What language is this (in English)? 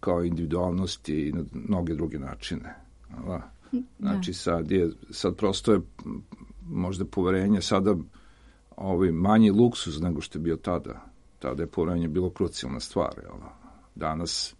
Serbian